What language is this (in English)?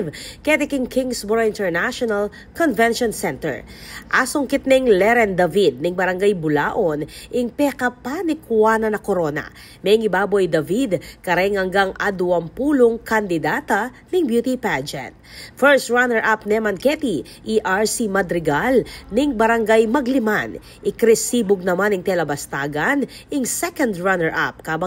Pampanga